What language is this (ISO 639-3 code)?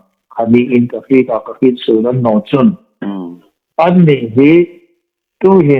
hmr